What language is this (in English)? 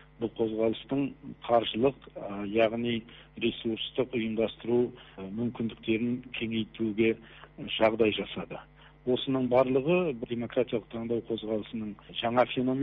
Kazakh